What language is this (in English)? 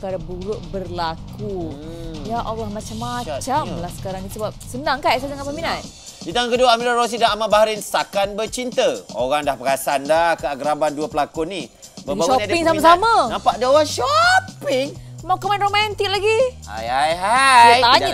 Malay